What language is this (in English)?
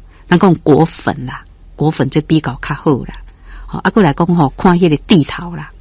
Min Nan Chinese